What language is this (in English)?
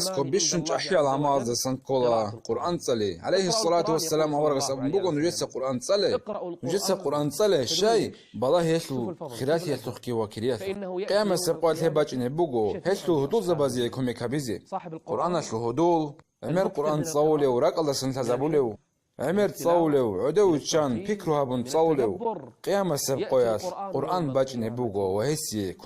Avaric